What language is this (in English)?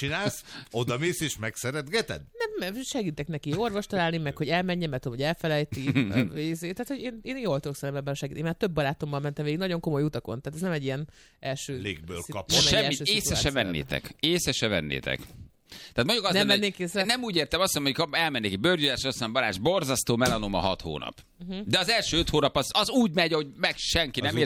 Hungarian